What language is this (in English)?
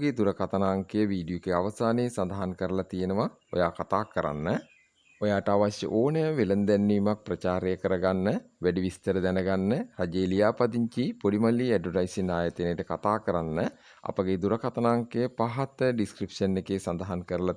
Sinhala